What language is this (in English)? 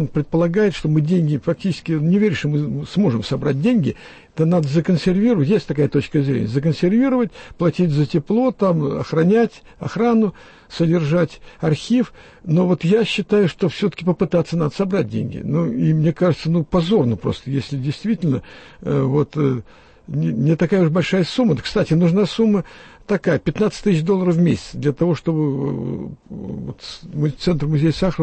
Russian